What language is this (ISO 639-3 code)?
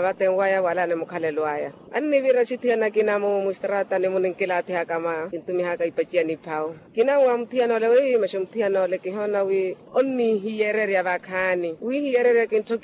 vmw